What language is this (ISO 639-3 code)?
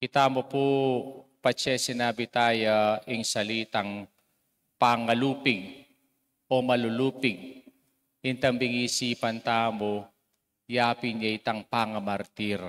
pam